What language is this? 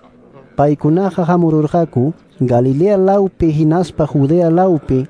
Quechua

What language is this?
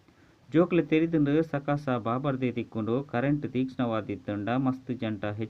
Tulu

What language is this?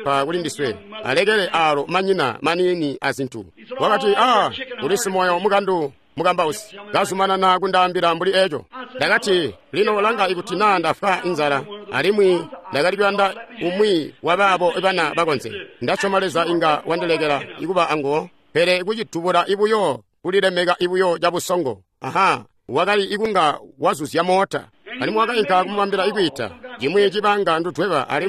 Tonga (Zambia)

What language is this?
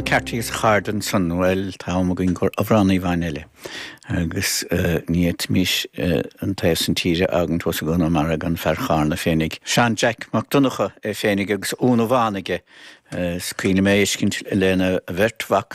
Irish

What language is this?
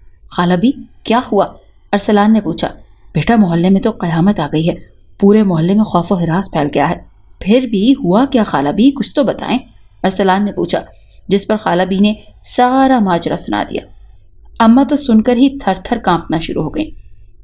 Urdu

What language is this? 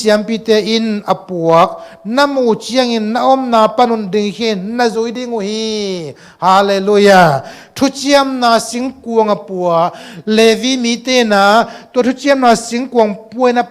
Tedim Chin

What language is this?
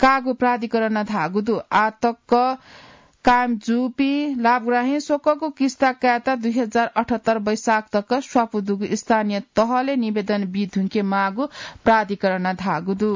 Newari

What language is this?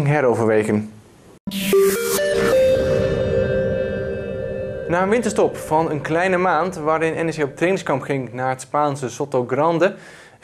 Dutch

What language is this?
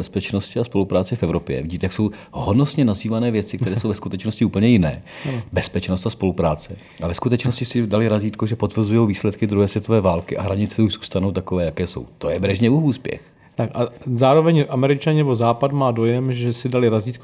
Czech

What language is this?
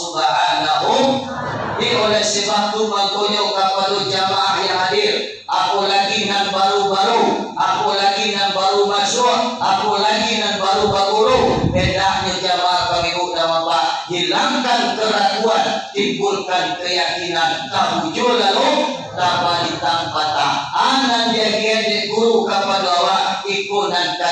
Minangkabau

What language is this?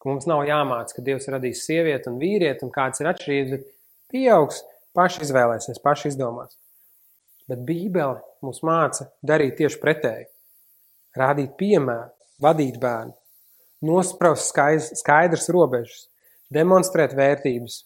Latvian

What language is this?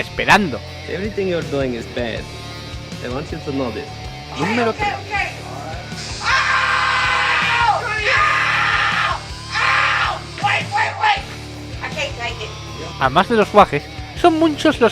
Asturian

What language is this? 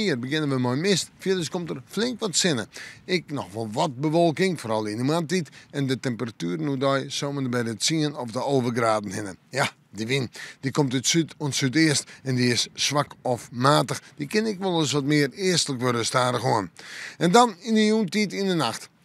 Western Frisian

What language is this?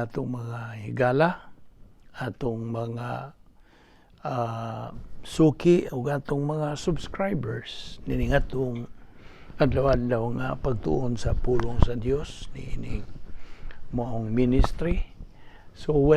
Cebuano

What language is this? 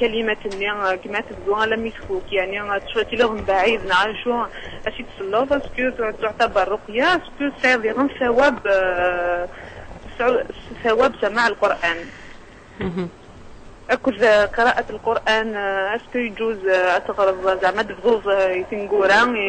Kabyle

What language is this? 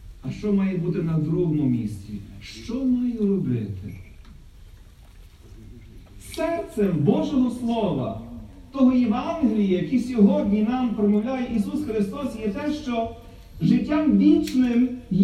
Ukrainian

